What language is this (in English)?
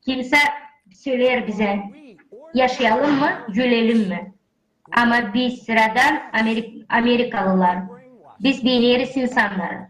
Gagauz